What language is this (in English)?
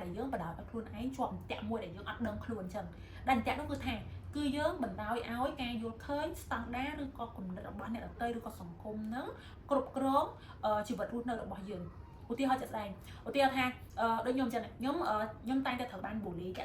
Khmer